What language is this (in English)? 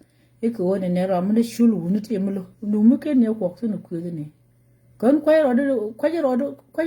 Nuer